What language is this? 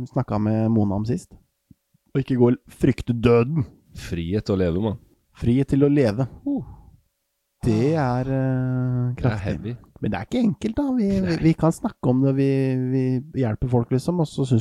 Norwegian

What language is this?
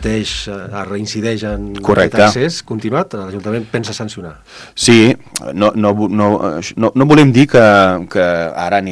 Catalan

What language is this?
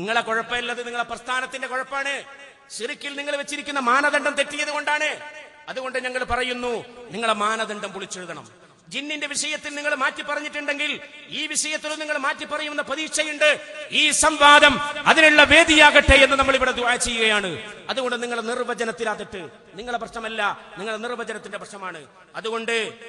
Malayalam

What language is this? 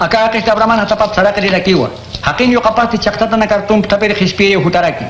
Aymara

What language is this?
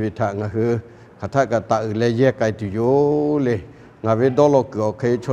Lahu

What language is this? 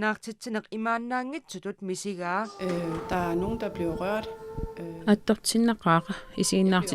Kalaallisut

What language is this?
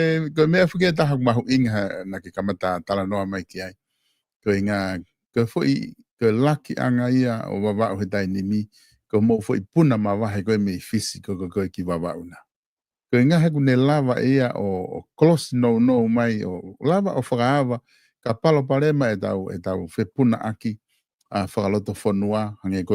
Tongan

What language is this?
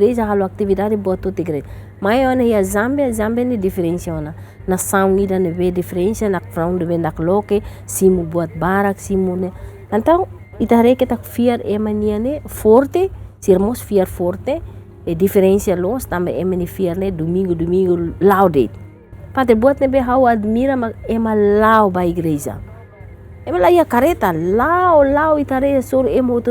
Tetum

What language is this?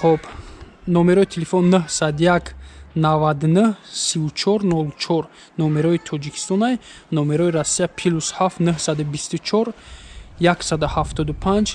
Tajik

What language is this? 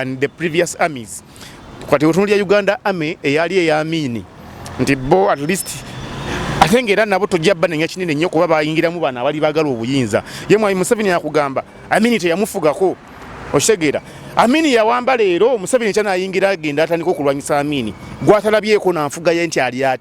Ganda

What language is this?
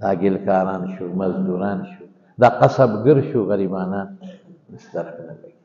Pashto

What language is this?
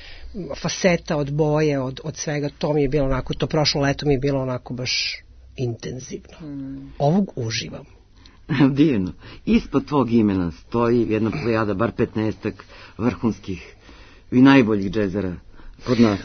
Serbian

